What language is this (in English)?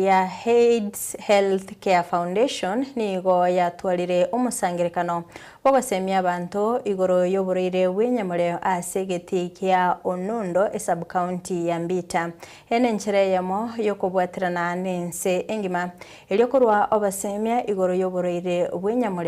Gusii